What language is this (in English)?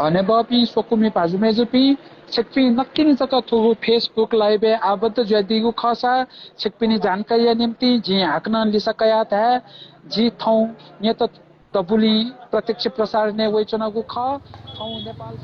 Newari